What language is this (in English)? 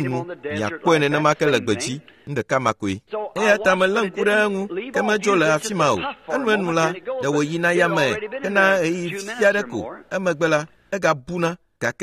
Ewe